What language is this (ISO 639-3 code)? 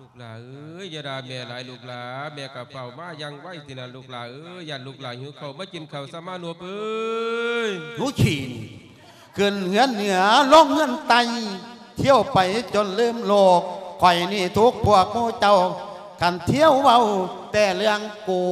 lao